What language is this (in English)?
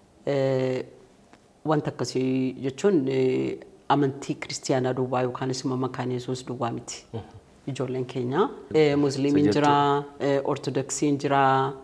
Oromo